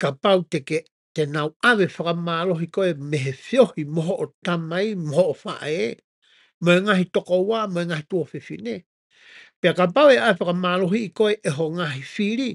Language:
Tongan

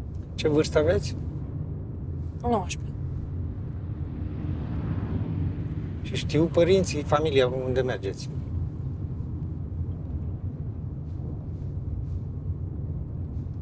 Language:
Romanian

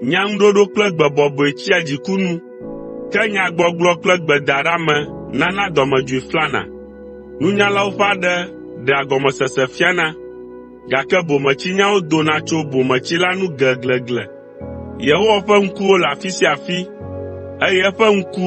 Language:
Ewe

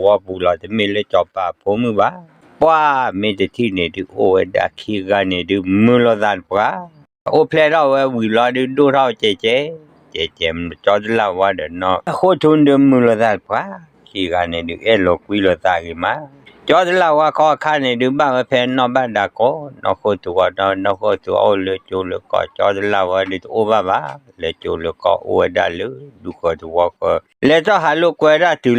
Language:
S'gaw Karen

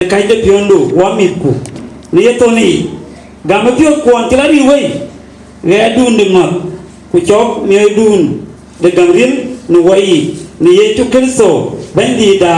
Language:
Dinka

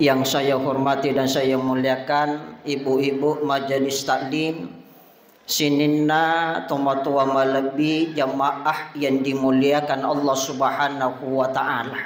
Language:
Buginese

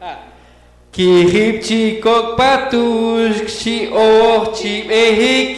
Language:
Poqomchi'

